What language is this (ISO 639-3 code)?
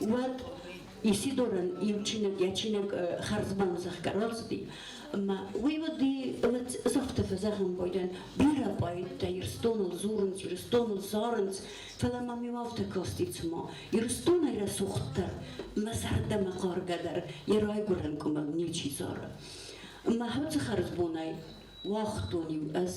oss